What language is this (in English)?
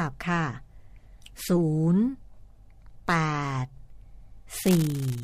Thai